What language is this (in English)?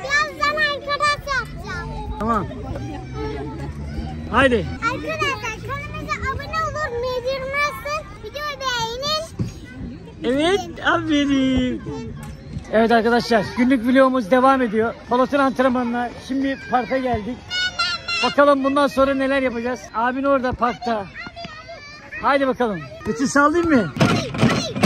Turkish